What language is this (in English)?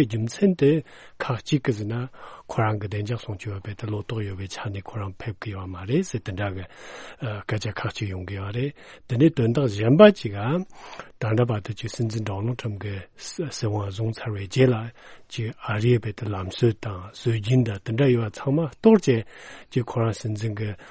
Tibetan